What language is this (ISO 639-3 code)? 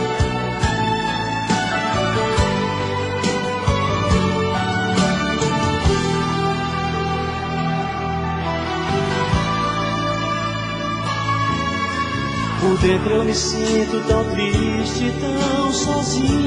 por